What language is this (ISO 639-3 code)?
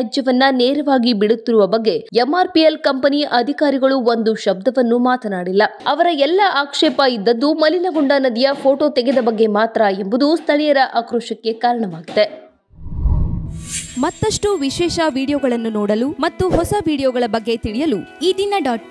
kan